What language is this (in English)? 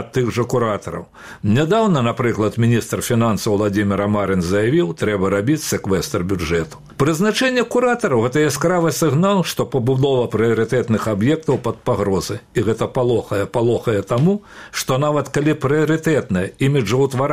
Belarusian